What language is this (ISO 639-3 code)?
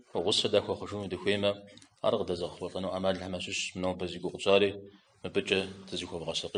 kbd